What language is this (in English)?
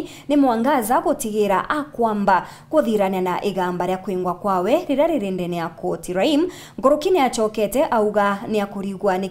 Meru